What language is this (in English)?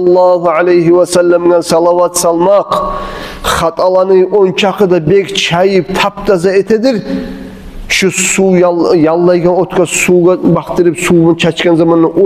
Kumyk